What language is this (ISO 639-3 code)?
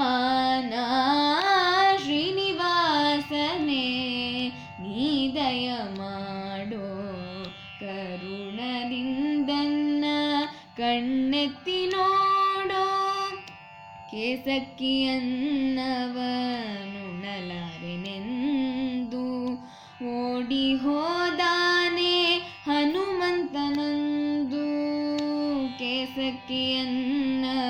kan